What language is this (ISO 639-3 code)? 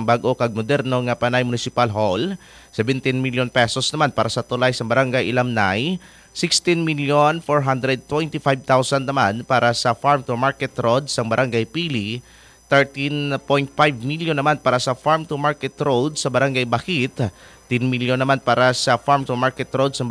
hil